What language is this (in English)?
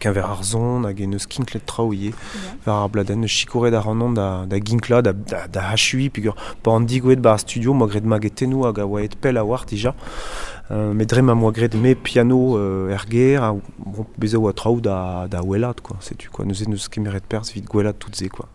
Breton